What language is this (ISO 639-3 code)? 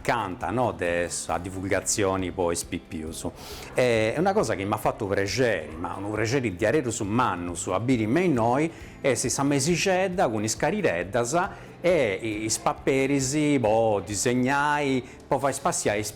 srd